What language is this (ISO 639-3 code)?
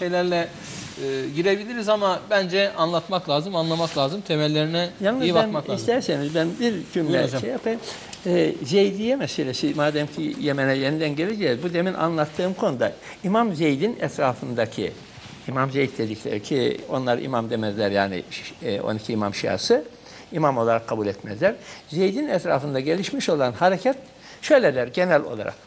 tur